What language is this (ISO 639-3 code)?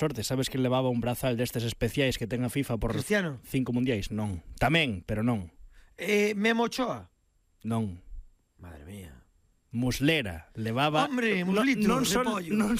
glg